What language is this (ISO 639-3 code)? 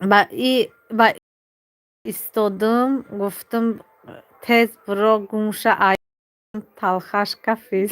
tgk